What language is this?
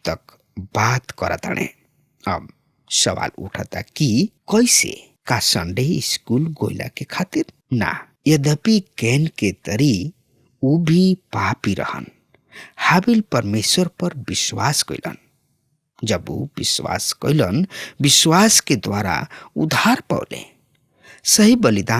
Bhojpuri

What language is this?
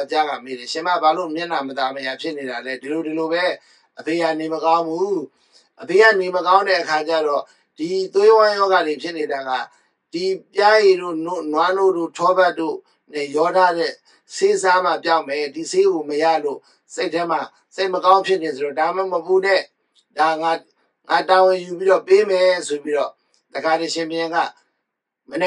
Burmese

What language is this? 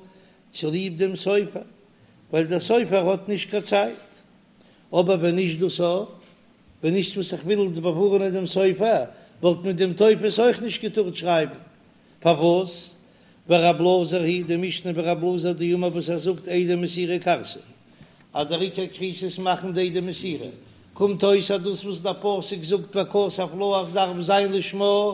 Yiddish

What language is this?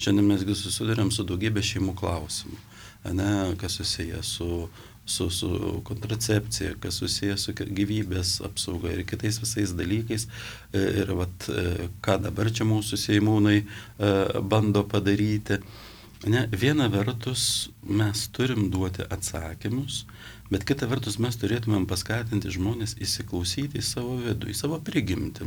Lithuanian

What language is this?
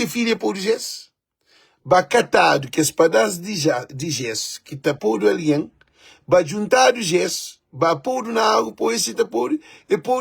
Kabuverdianu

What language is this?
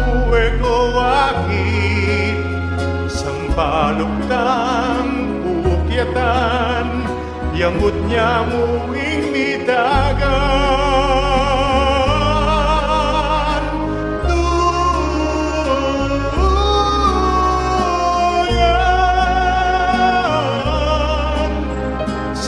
Pampanga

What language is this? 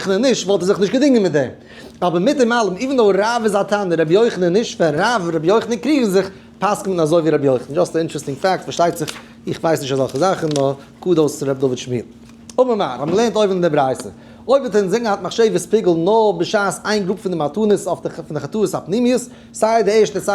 Yiddish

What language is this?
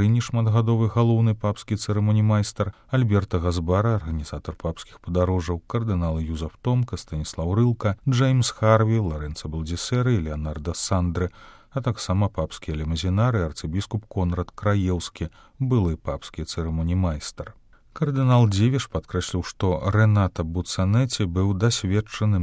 Belarusian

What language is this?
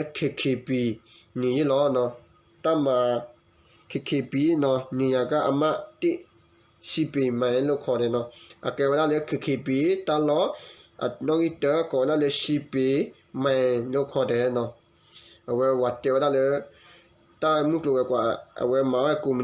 S'gaw Karen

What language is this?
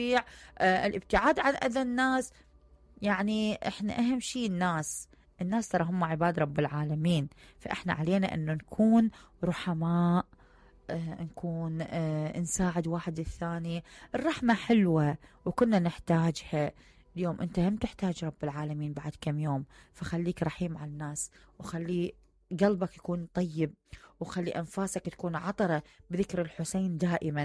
Mesopotamian Arabic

